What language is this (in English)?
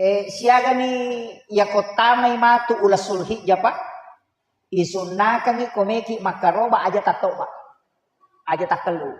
Buginese